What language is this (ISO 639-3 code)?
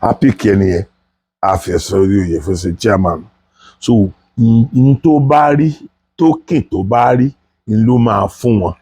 yor